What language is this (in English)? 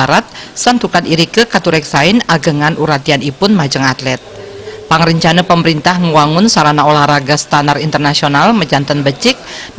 Balinese